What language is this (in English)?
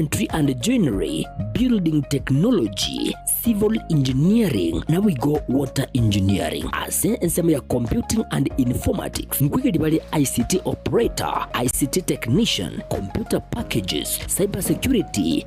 Gusii